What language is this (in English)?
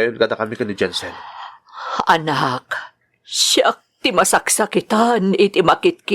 Iloko